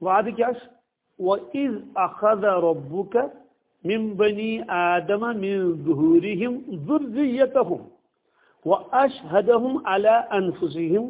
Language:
Kashmiri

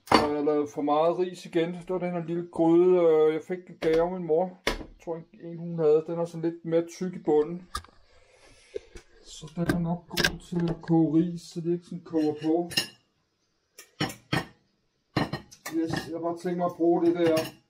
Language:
Danish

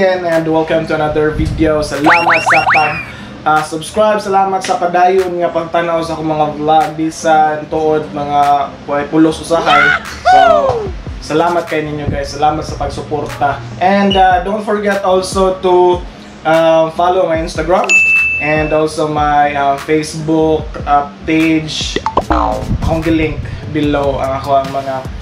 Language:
Cebuano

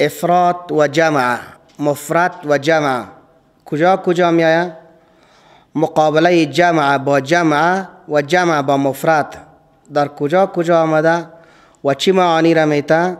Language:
Persian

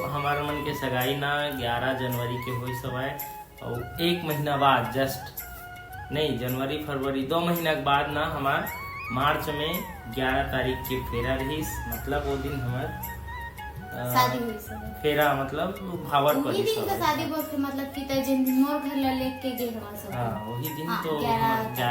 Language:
Chhattisgarhi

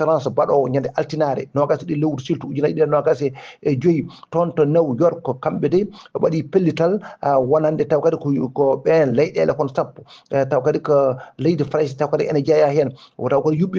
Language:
Fula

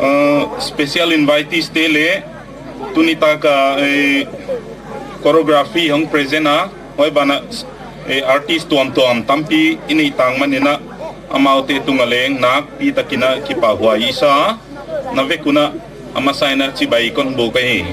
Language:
Gangte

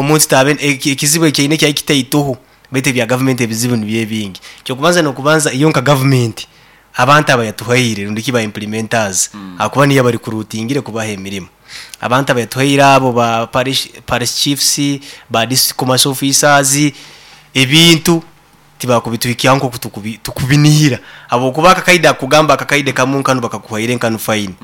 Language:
Nyankole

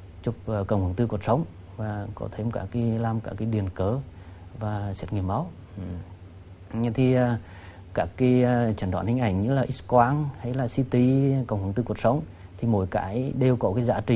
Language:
Vietnamese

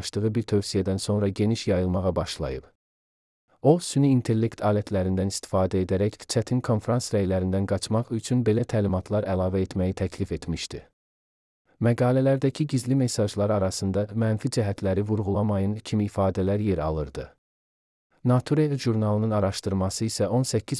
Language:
Azerbaijani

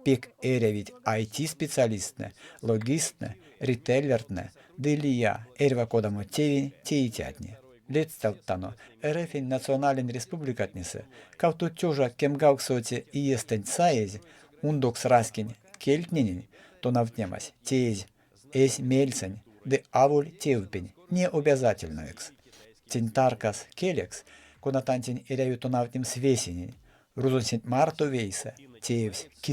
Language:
Erzya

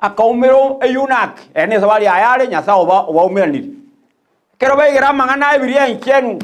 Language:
Gusii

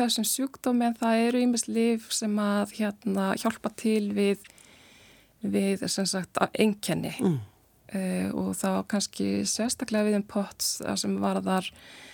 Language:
Icelandic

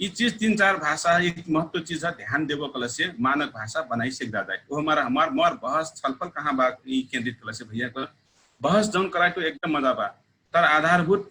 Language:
Dangaura Tharu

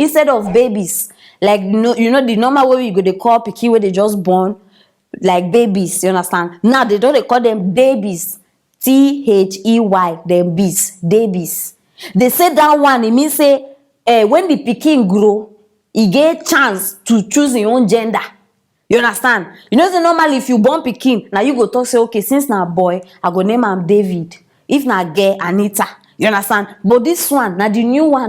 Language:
Nigerian Pidgin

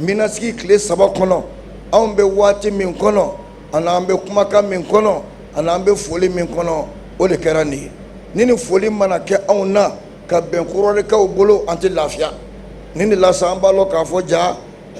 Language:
Bambara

